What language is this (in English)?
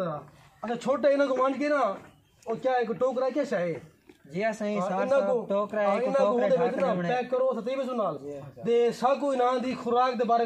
Saraiki